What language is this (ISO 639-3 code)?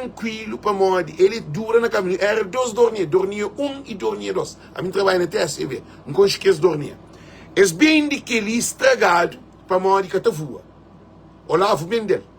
kea